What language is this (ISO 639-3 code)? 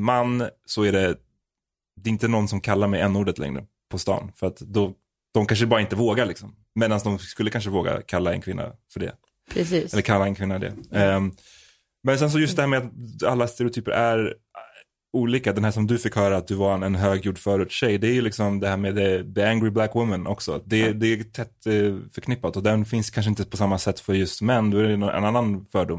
swe